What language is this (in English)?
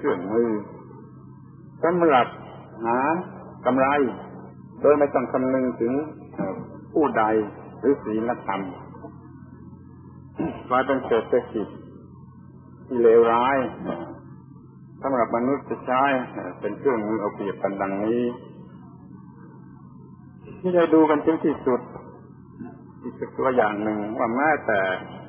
Thai